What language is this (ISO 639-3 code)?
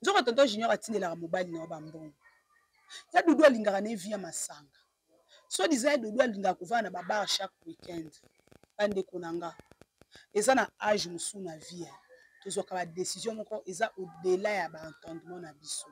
lin